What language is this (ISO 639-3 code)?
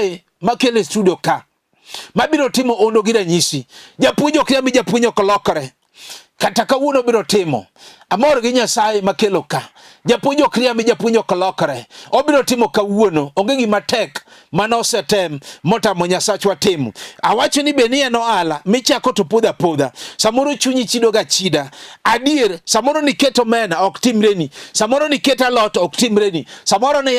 luo